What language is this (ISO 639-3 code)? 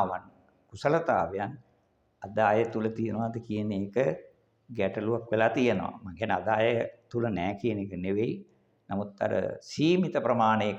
sin